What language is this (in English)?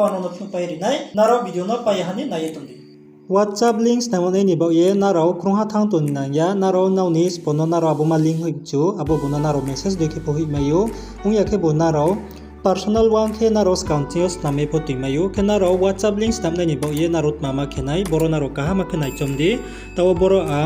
Riang (India)